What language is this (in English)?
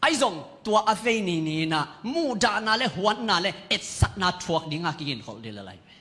Tedim Chin